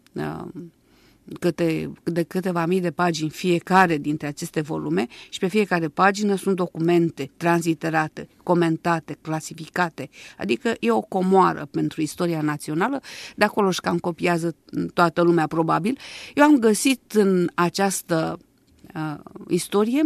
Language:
Romanian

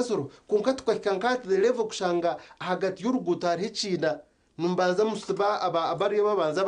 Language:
Nyankole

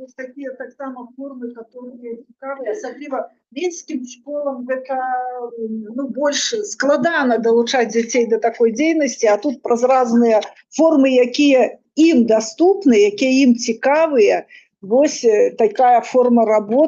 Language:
Belarusian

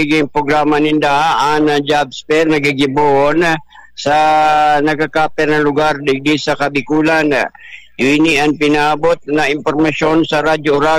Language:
Bikol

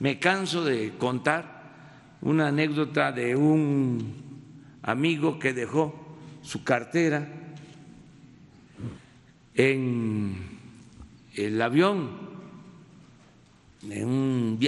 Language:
Spanish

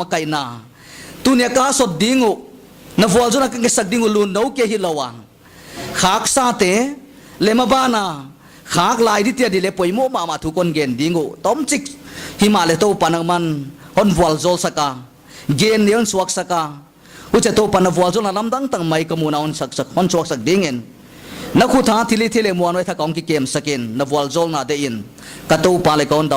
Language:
Paite Chin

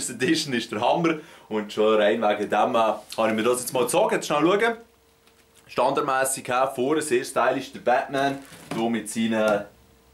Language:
Swiss German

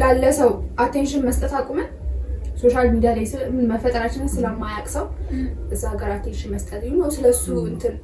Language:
Amharic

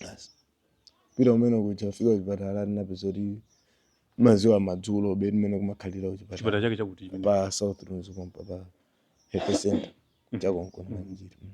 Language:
Nyanja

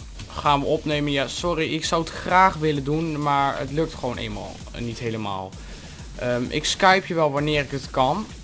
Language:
Dutch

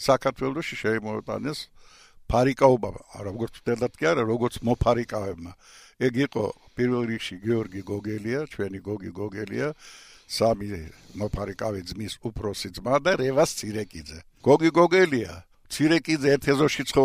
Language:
Georgian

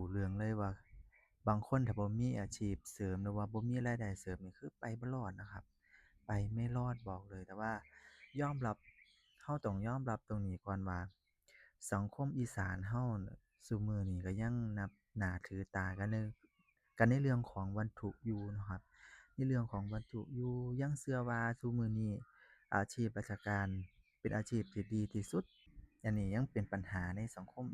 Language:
Northeastern Thai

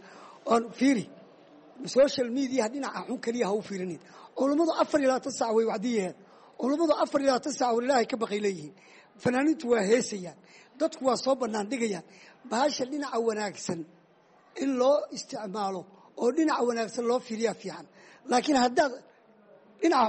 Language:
Somali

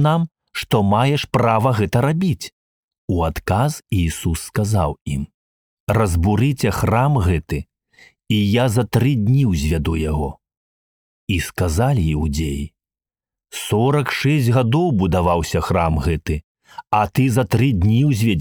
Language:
Belarusian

